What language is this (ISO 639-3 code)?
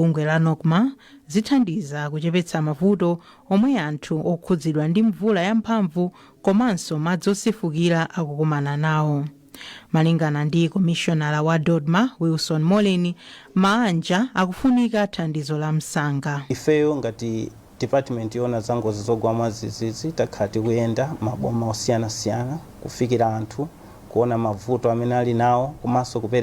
nya